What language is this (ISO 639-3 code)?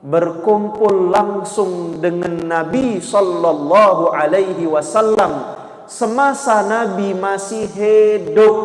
mui